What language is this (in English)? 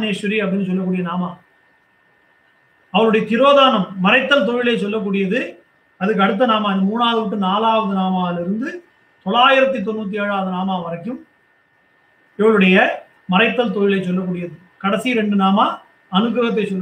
Tamil